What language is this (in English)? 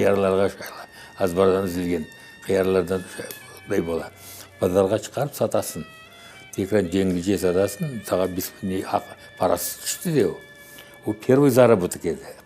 Crimean Tatar